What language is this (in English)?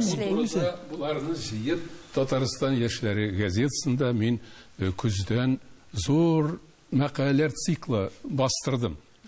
Tatar